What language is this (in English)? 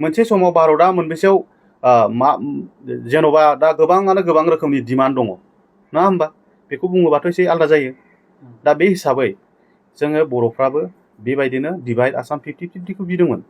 Bodo